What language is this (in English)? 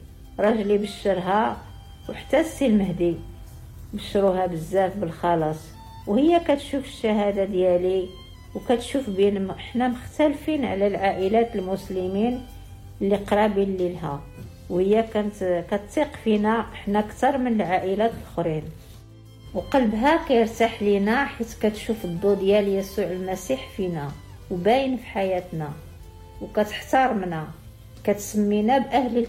Moroccan Arabic